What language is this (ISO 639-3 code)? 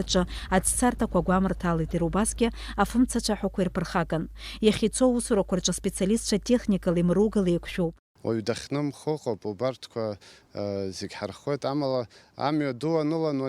abk